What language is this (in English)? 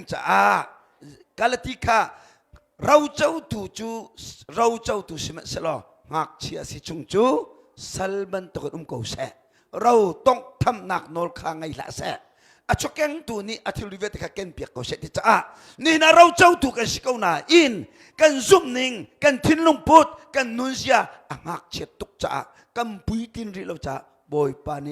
Hakha Chin